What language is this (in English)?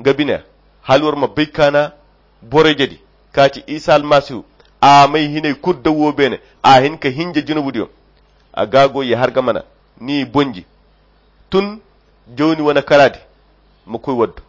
Koyra Chiini